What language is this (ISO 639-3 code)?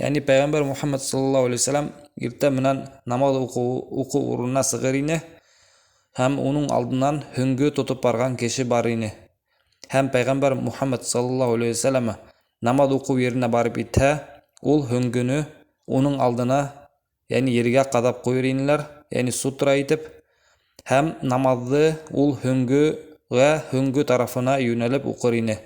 bak